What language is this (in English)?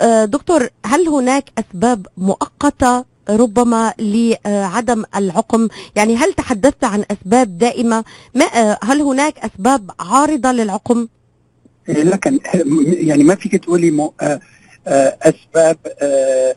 North Levantine Arabic